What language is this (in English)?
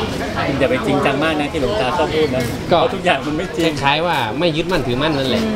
Thai